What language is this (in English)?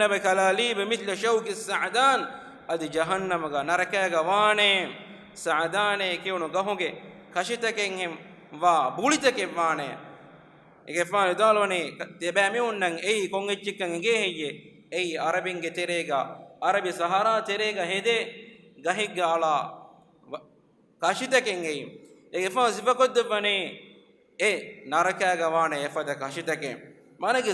Divehi